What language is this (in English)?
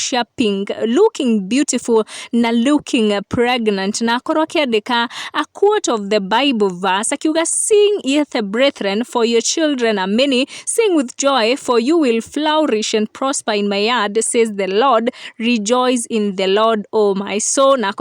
Kikuyu